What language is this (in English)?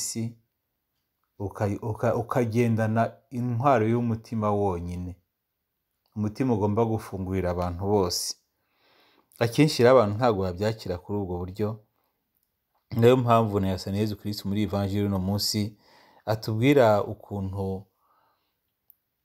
Kinyarwanda